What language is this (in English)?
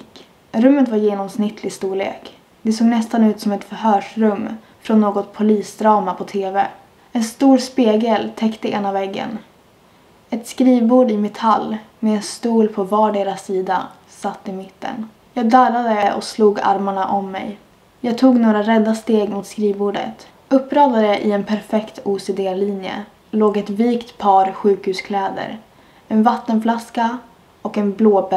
Swedish